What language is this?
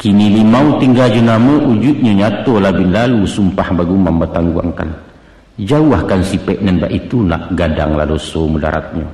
Minangkabau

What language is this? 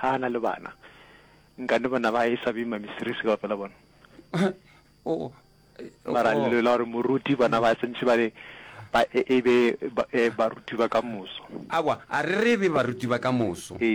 Northern Sotho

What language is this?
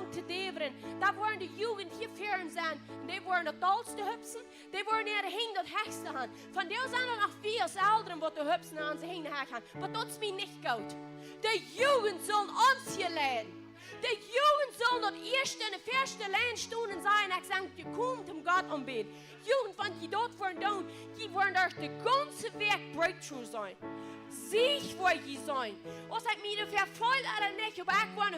Plautdietsch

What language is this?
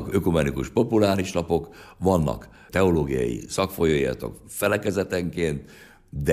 Hungarian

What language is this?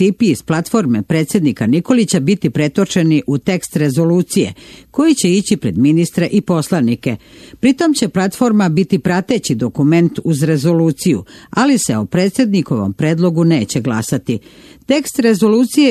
Serbian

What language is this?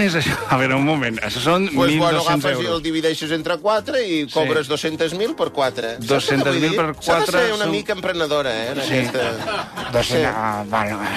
Catalan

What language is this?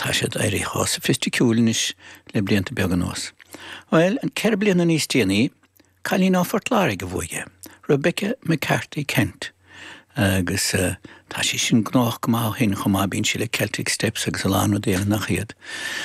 Irish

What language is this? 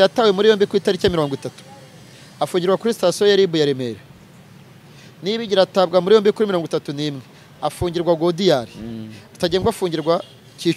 Kinyarwanda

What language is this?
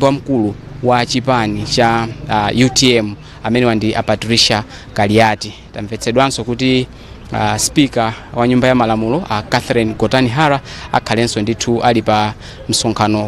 Nyanja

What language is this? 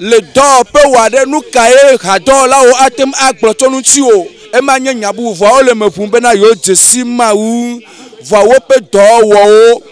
Ewe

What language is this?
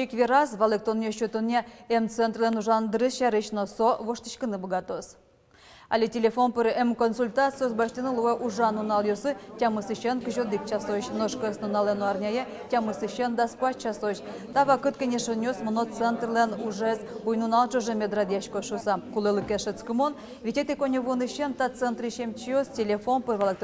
Udmurt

